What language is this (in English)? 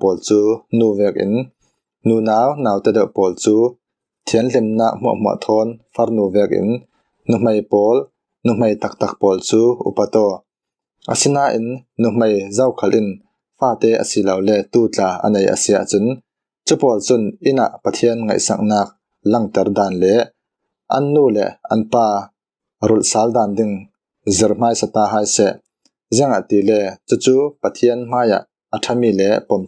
Falam Chin